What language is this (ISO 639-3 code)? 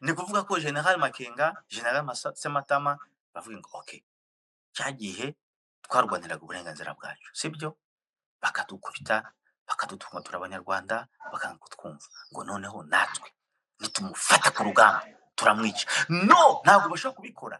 kin